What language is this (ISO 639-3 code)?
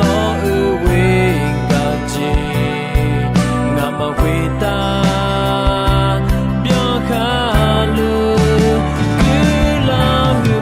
ahk